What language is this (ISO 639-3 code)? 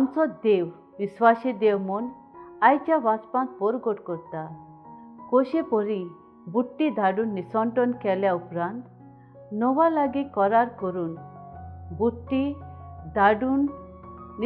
kok